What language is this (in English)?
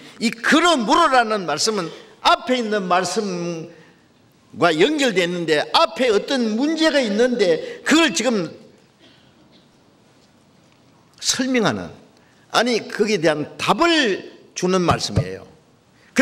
Korean